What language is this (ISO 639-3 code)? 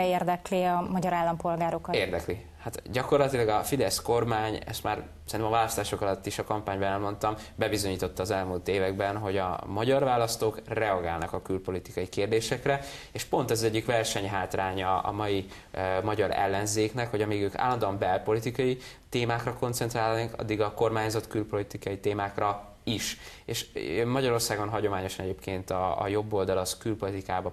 hun